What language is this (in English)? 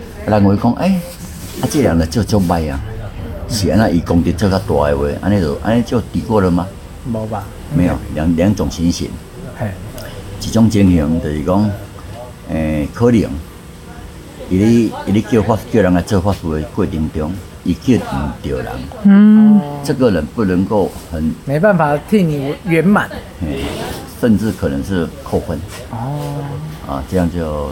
Chinese